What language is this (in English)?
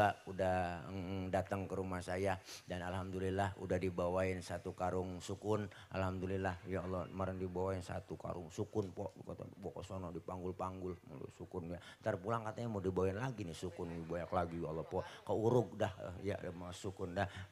Betawi